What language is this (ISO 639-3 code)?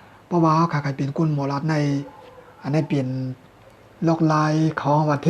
shn